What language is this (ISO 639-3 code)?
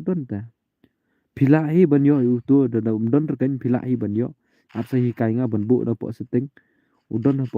kha